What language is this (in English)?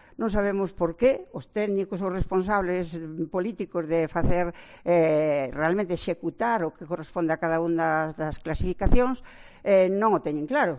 Galician